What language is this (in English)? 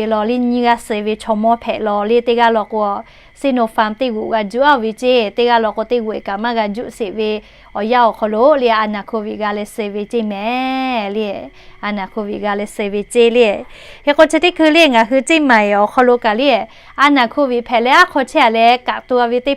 Lahu